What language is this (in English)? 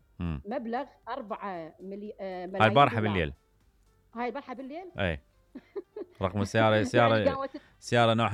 Mesopotamian Arabic